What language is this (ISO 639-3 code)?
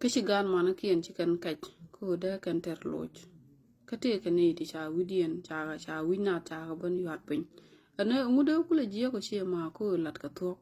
nus